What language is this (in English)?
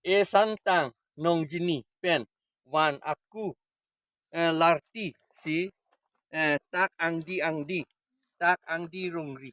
Karbi